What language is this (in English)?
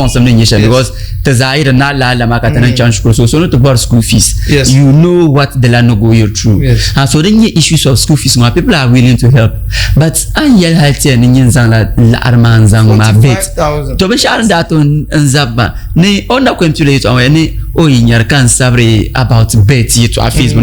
Dagbani